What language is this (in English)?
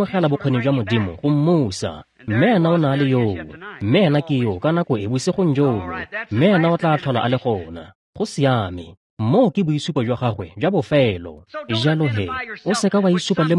Tswana